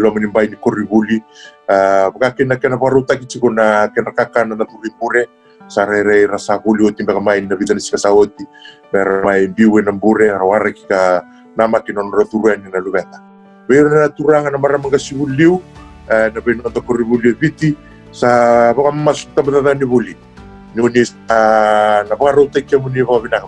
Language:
Fijian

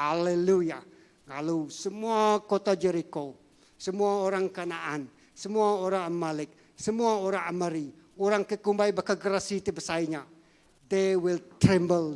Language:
Iban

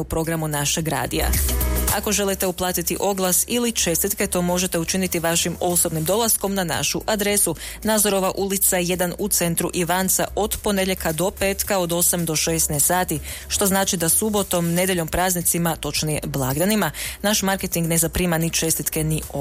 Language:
Croatian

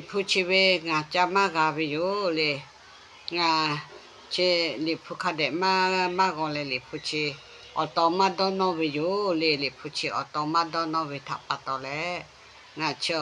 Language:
Lahu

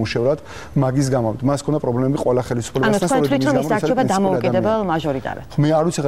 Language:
Georgian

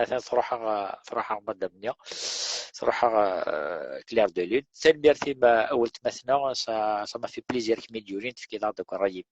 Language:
Kabyle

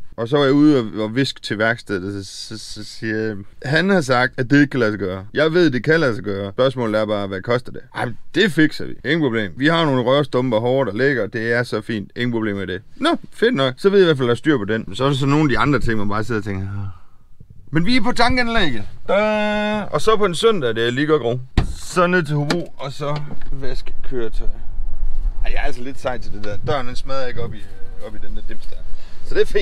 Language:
Danish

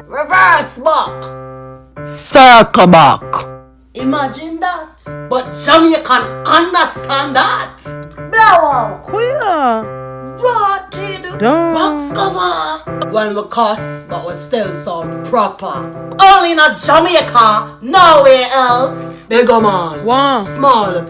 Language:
Jamaican Creole English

